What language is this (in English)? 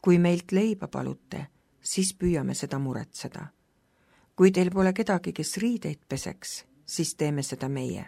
Estonian